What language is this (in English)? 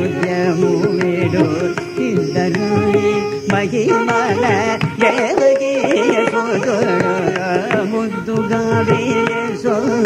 Telugu